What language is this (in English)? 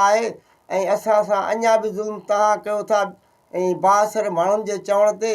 Sindhi